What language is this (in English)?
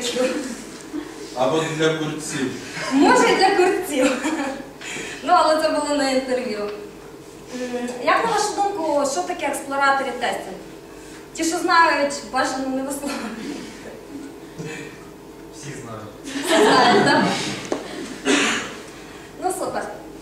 Ukrainian